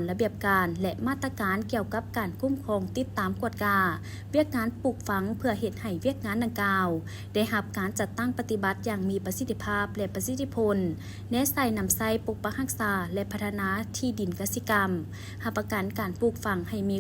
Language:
Lao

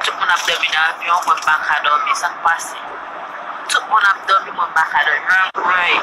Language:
Haitian Creole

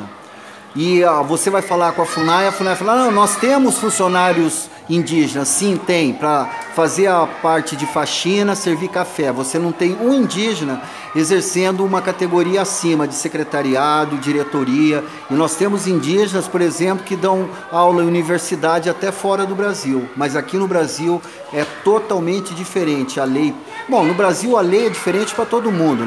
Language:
Portuguese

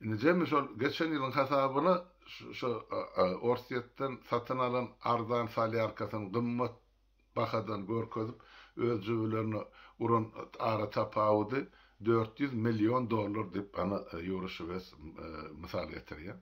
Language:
Turkmen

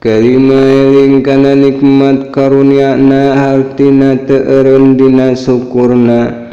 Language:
Sundanese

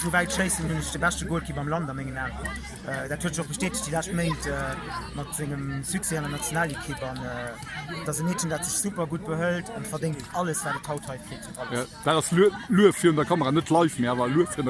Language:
Luxembourgish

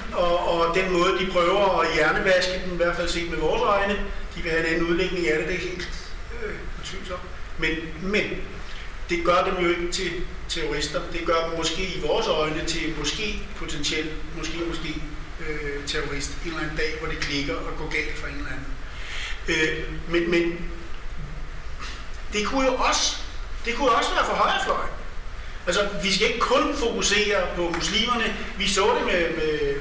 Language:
Danish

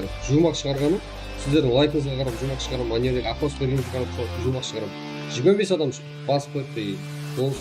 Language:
Kara-Kalpak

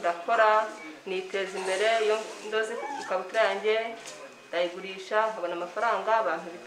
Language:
Kinyarwanda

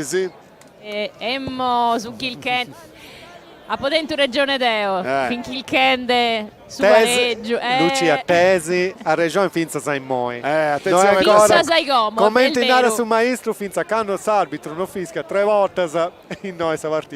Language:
Sardinian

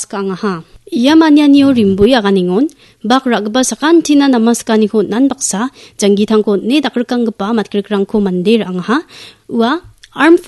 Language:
Garo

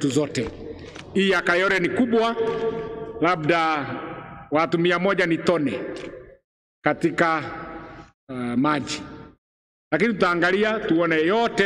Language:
Swahili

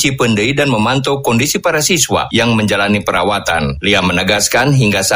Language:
Indonesian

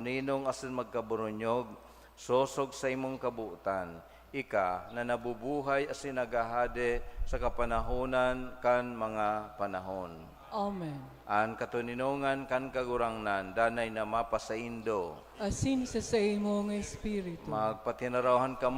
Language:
Bikol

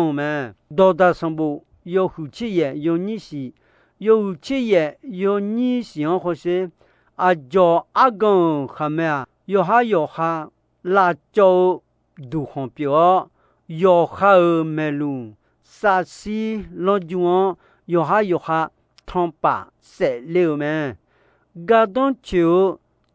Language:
Akha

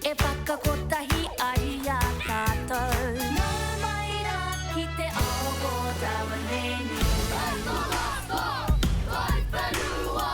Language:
Māori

